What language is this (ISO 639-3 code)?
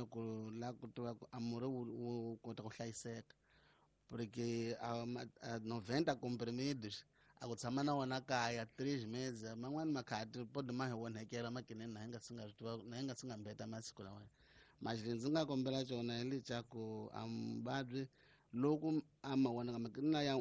tso